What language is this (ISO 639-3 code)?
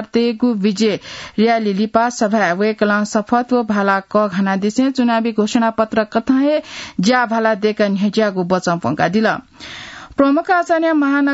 new